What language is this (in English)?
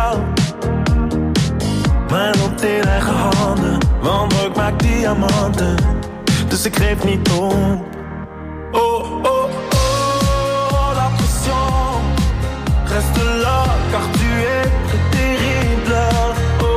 Dutch